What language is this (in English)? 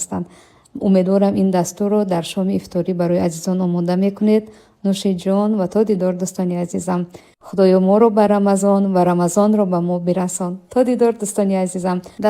Tajik